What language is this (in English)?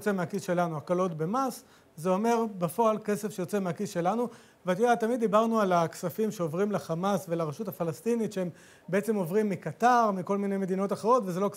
Hebrew